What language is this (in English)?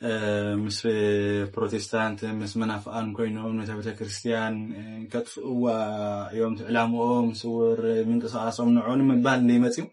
Tigrinya